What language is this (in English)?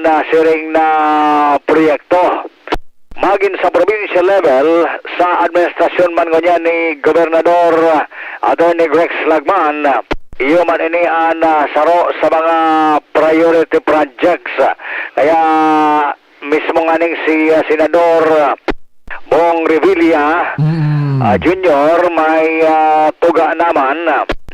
Bikol